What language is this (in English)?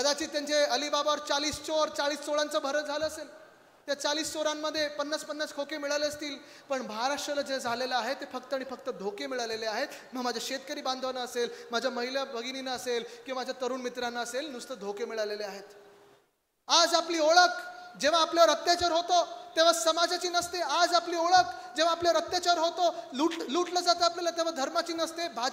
Marathi